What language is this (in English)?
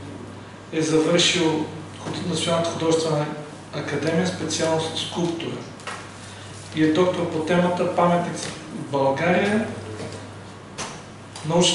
Bulgarian